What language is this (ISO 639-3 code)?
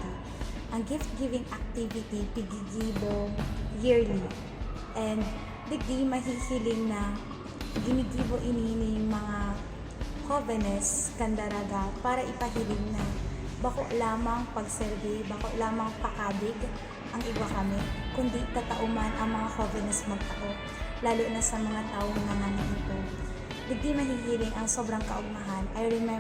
bik